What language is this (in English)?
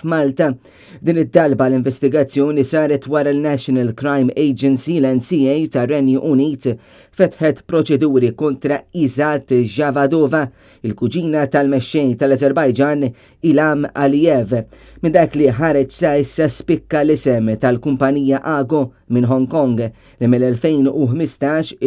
Maltese